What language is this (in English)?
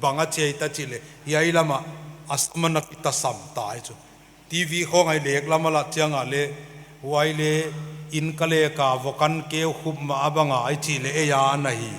Paite Chin